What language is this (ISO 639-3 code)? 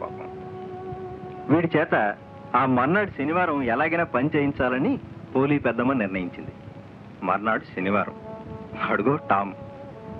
tel